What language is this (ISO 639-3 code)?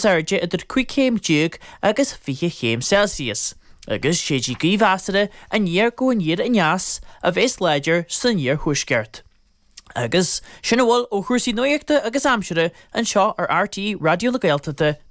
gle